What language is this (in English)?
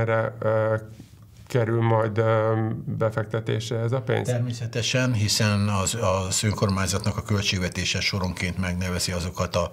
Hungarian